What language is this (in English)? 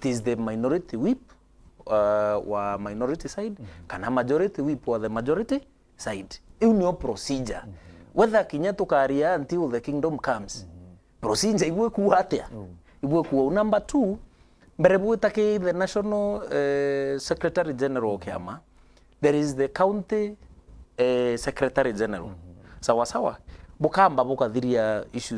Meru